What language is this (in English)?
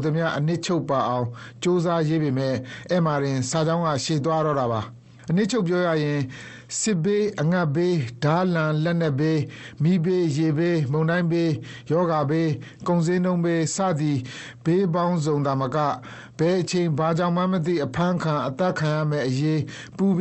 Burmese